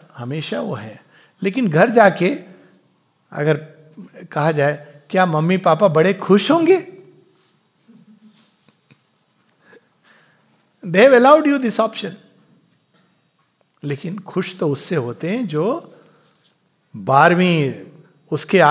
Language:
Hindi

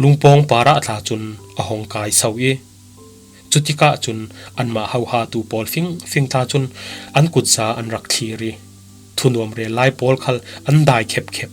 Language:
Falam Chin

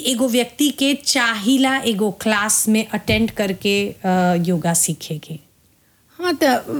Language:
Bhojpuri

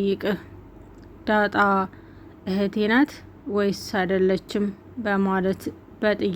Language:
Amharic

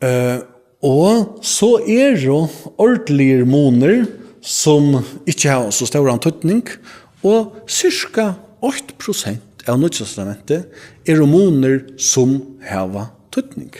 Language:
Faroese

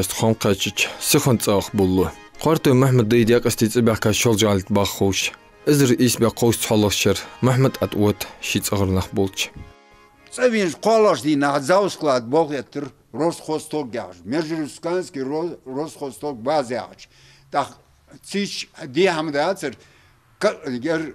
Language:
Ingush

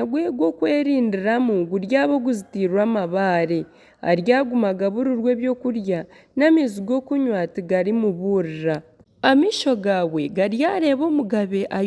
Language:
Nyankole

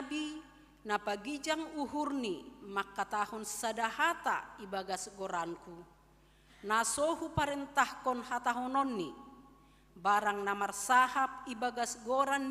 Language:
Batak Simalungun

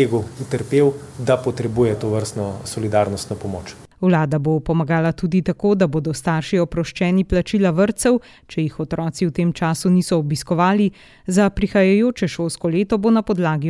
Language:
Slovenian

